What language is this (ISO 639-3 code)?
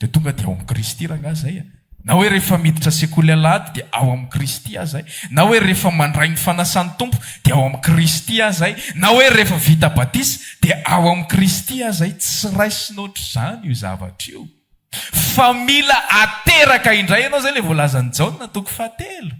mlg